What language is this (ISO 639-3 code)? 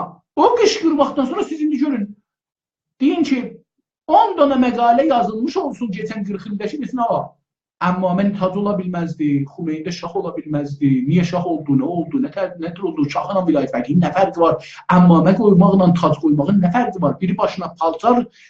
azb